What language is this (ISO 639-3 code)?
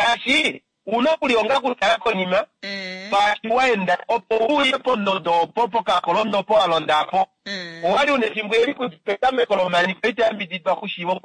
kua